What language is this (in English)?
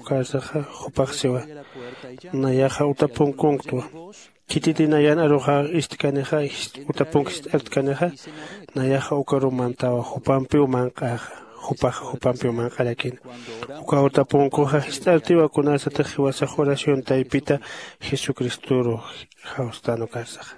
Aymara